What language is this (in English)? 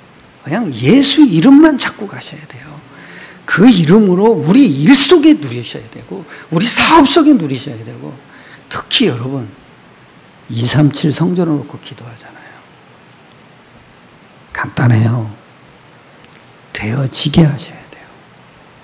Korean